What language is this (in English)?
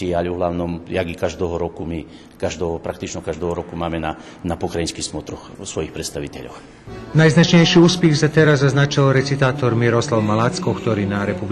Rusyn